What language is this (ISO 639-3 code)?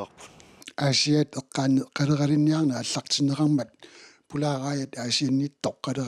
kal